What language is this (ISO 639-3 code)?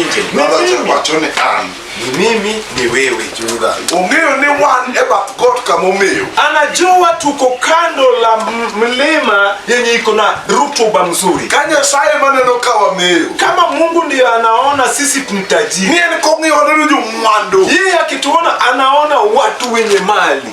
luo